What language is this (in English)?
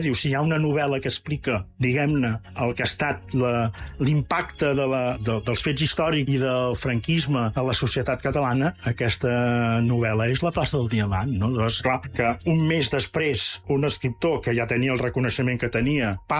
Catalan